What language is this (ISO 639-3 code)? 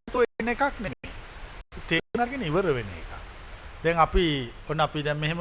sin